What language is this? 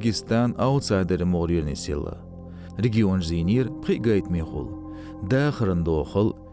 Chechen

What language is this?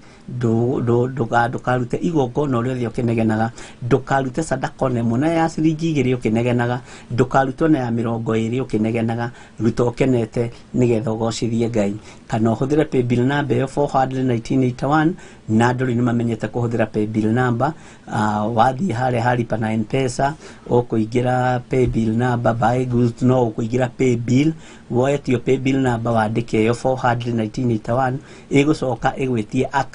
Kikuyu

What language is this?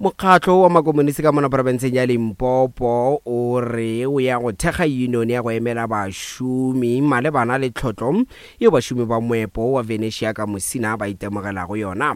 Northern Sotho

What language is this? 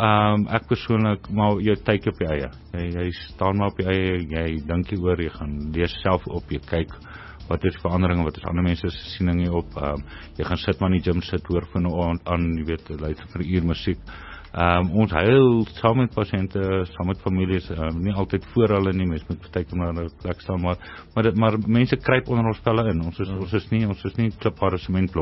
Afrikaans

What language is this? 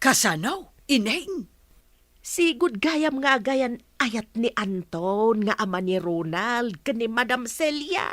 Iloko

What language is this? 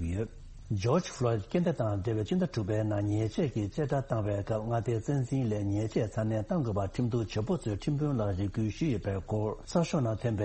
Tibetan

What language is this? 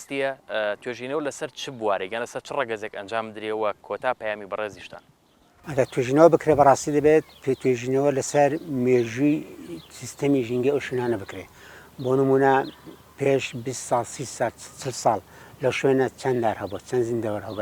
Central Kurdish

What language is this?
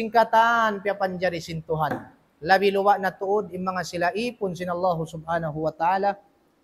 Tausug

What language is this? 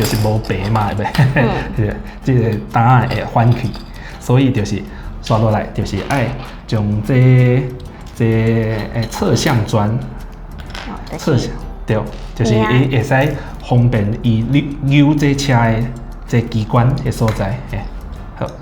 Min Nan Chinese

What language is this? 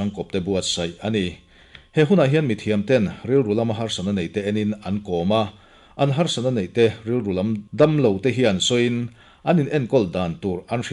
Mizo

